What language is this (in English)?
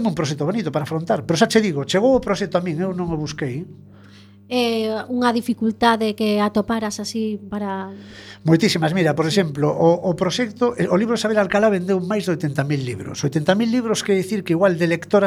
Galician